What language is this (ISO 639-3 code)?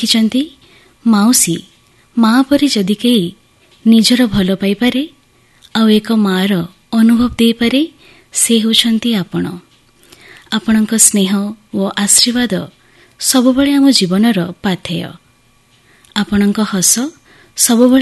ori